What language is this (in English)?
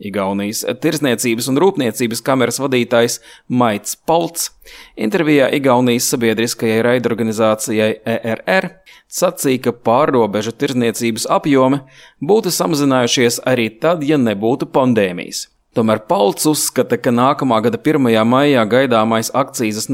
Latvian